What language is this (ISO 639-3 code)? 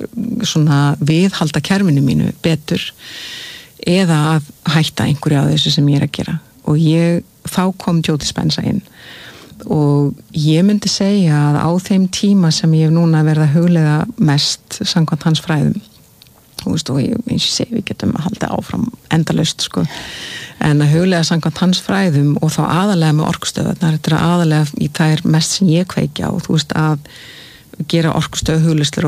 isl